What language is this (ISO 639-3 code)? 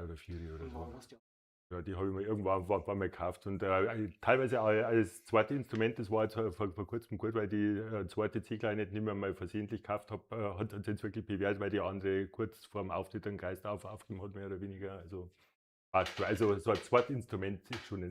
bar